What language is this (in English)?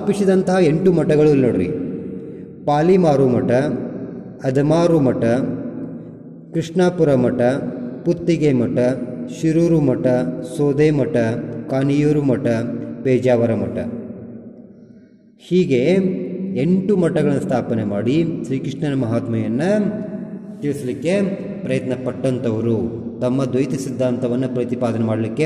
Kannada